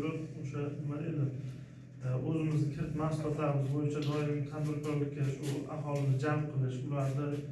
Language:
Uzbek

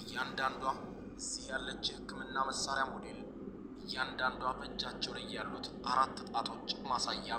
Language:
Amharic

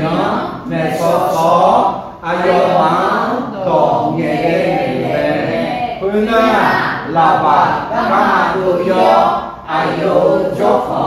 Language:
Akha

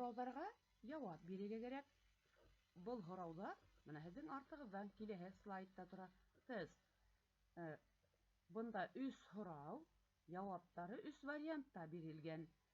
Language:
Bashkir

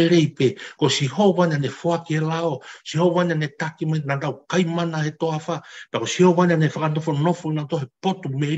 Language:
Tongan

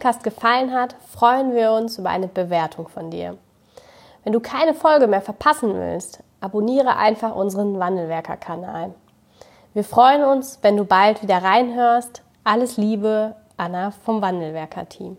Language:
German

